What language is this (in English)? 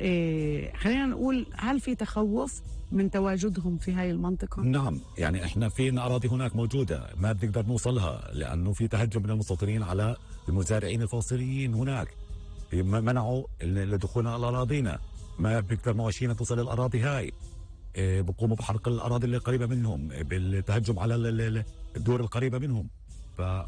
North Levantine Arabic